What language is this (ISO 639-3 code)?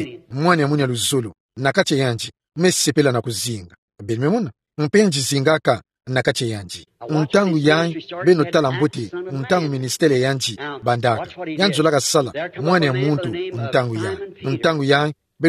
ktu